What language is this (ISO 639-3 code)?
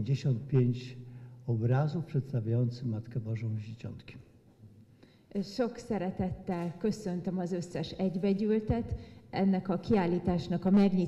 pol